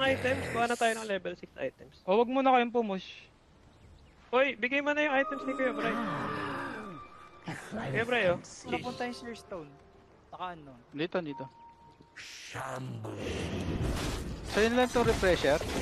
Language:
Filipino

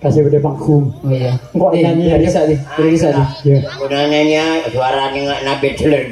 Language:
Madurese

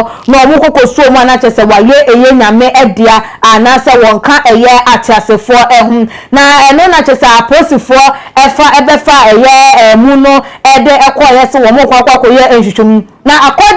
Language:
Akan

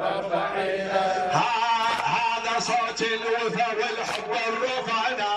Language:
Mesopotamian Arabic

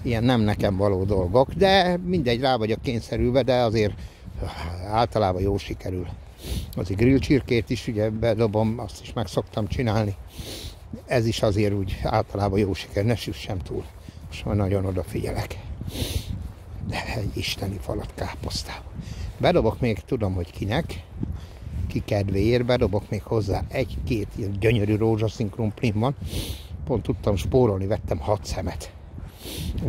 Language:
Hungarian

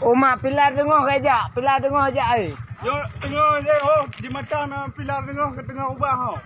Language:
Achinese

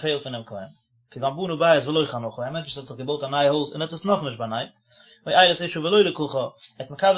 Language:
Yiddish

